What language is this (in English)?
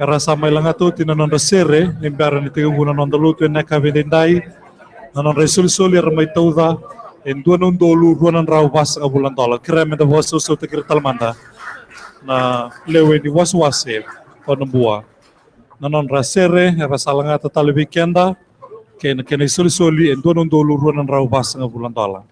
Fijian